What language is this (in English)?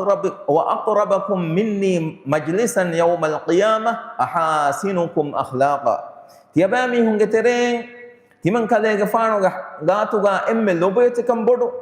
Divehi